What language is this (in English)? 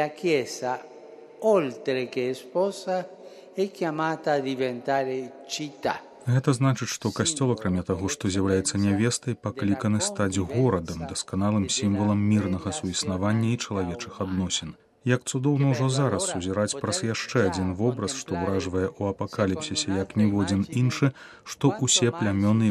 Belarusian